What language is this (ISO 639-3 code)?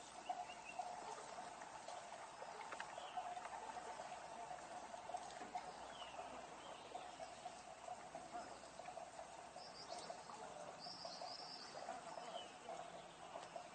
ind